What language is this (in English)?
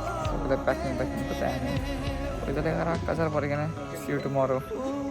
Konkani